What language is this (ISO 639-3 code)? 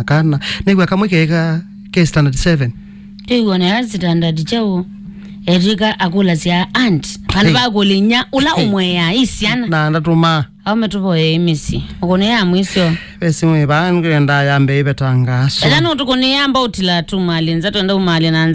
kam